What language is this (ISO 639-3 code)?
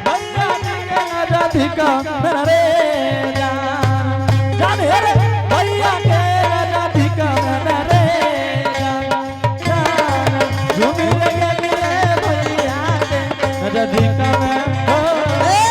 anp